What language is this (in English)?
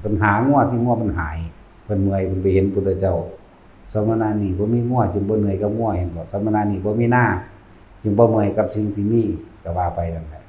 Lao